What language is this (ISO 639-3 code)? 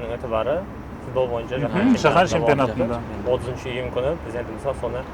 kaa